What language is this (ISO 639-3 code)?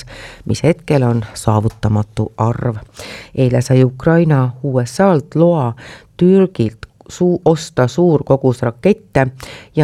est